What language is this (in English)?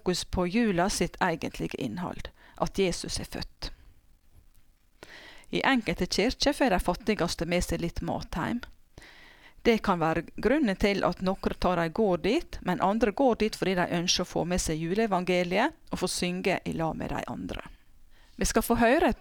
Norwegian